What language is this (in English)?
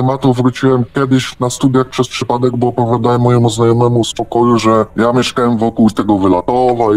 Polish